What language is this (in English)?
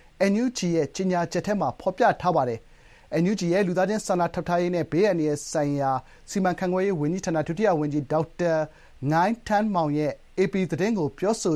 Burmese